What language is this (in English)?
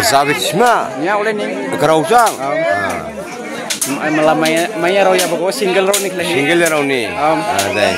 Dimasa